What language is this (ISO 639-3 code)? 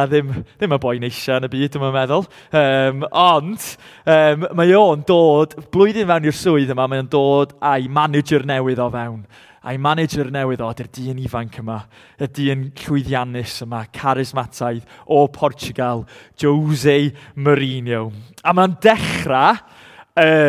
cym